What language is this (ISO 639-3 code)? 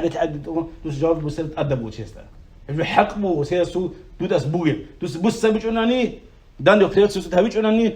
ava